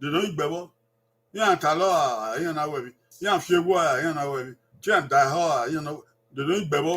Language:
Bini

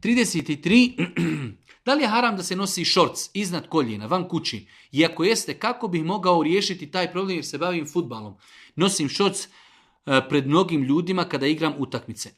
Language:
Bosnian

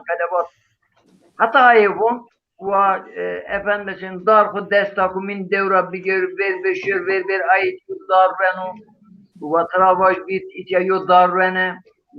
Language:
Zaza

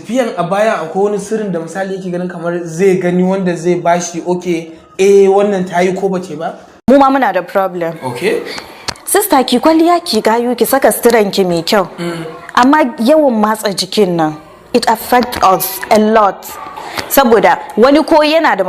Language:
Hausa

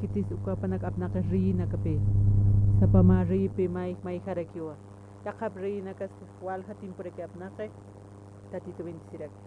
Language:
Aymara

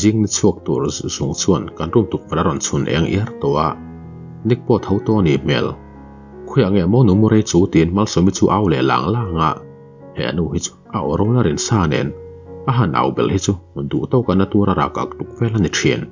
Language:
Mizo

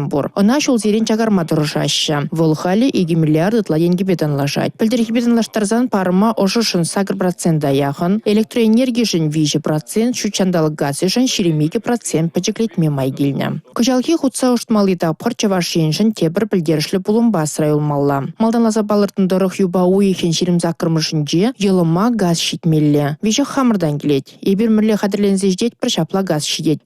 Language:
Chuvash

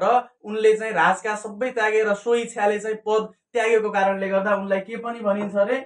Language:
Nepali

